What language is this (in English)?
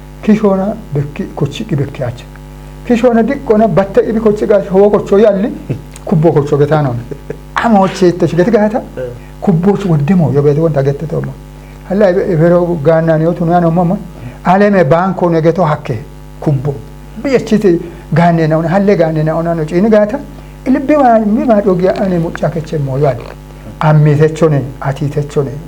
Kafa